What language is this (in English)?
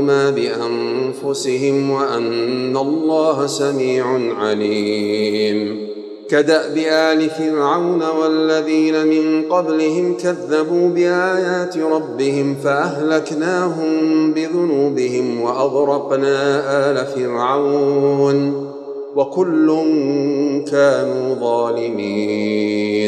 Arabic